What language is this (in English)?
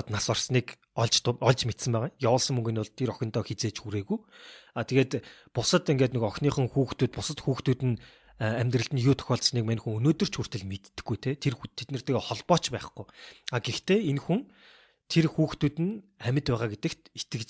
Mongolian